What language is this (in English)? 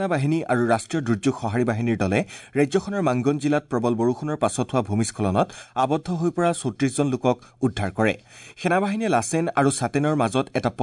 Assamese